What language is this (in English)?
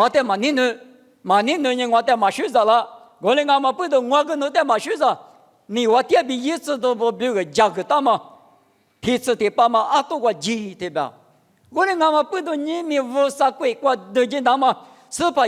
Lisu